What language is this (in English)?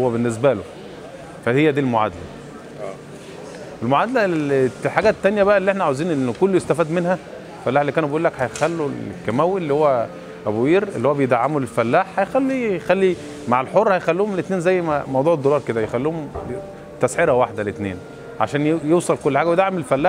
Egyptian Arabic